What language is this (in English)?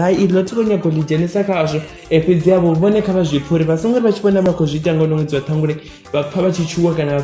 Venda